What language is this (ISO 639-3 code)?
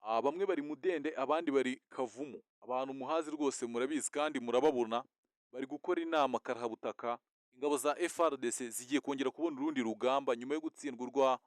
kin